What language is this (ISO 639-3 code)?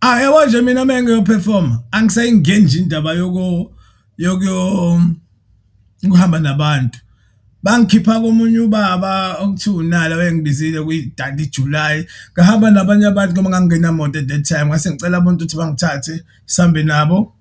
zul